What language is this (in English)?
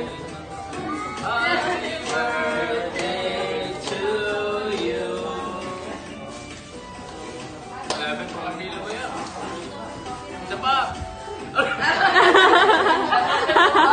Filipino